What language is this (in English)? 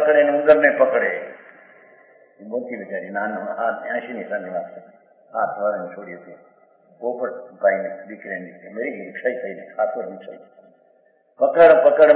Gujarati